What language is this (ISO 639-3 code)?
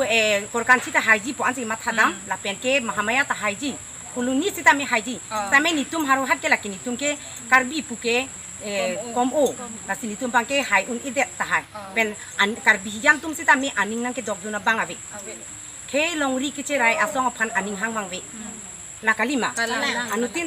mjw